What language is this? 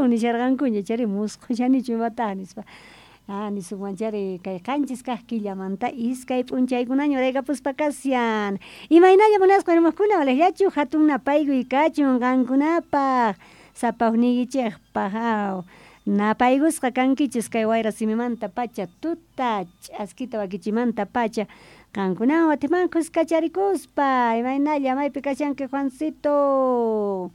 South Bolivian Quechua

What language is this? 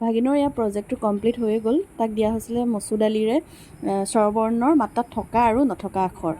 Assamese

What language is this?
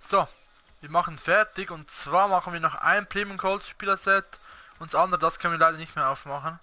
Swiss German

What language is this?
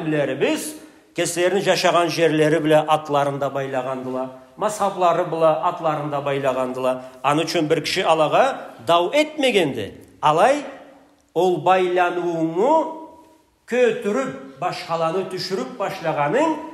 Karachay-Balkar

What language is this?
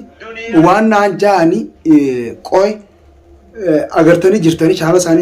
Oromo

